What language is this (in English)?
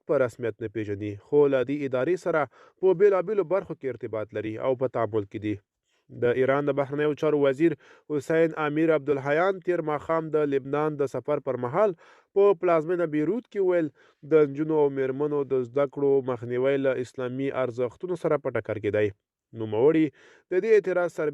Pashto